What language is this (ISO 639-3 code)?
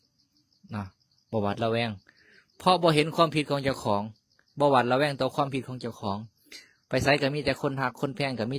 tts